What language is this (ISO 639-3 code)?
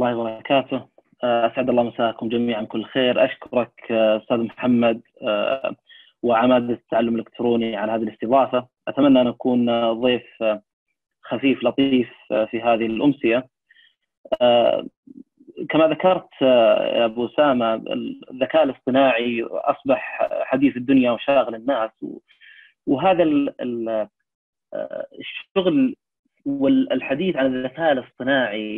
ara